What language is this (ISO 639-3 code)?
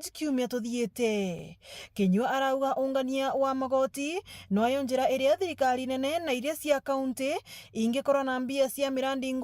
mer